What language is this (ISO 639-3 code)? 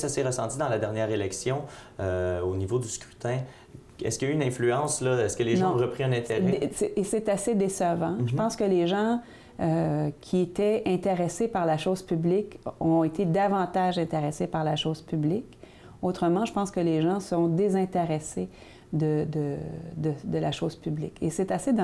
fra